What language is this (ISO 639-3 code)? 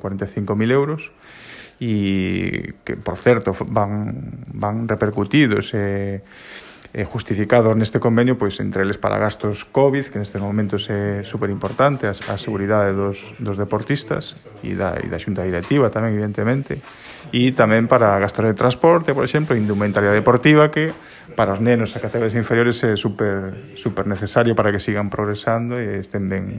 glg